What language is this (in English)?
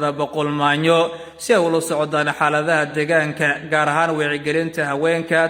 Somali